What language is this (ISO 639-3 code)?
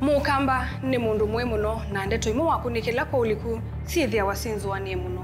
kam